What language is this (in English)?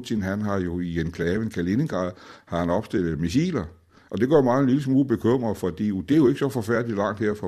Danish